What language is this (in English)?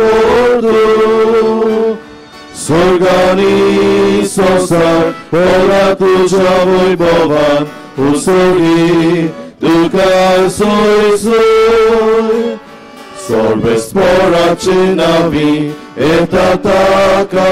Konkani